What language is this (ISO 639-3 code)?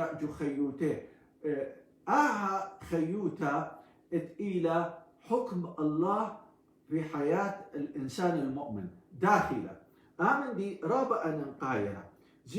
aii